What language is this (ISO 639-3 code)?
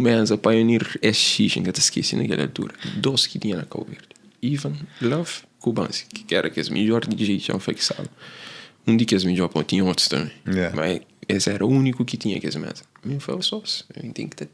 kea